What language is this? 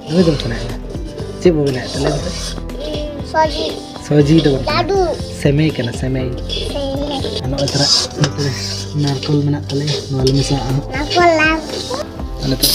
Santali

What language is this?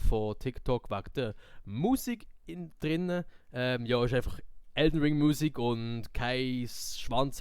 Swiss German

